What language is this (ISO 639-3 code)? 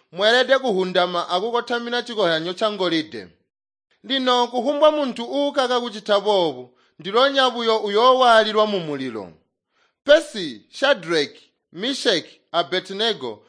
toi